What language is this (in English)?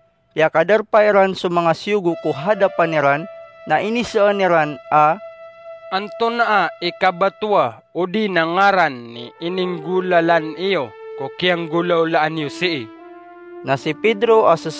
Maranao